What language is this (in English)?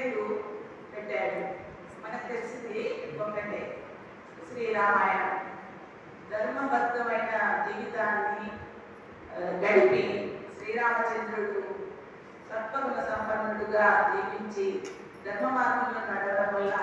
Telugu